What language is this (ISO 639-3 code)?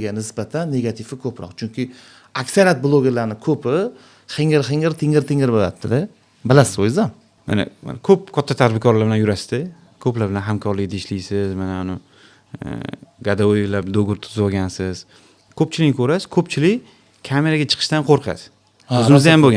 uzb